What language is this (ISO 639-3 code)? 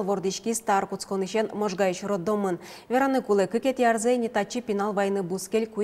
udm